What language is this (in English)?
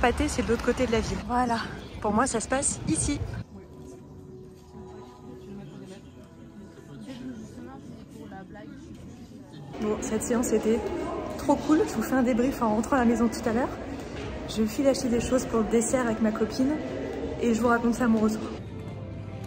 French